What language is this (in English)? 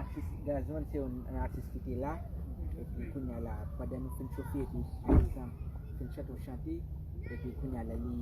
Haitian Creole